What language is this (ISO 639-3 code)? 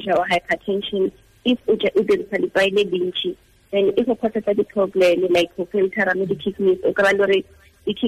tsn